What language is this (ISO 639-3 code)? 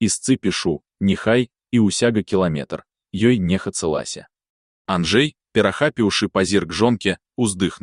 bel